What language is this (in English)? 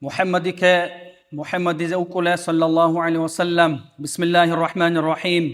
Dargwa